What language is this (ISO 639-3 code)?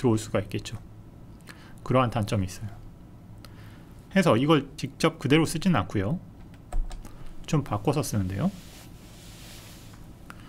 kor